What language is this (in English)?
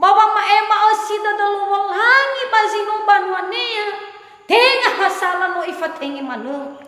Nias